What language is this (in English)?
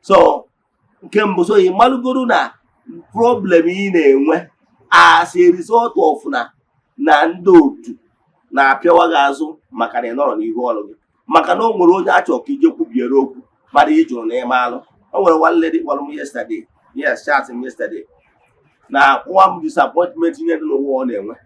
Igbo